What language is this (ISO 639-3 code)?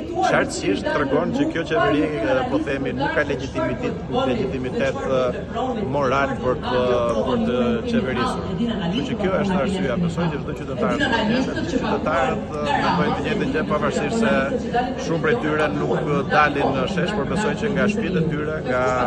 sqi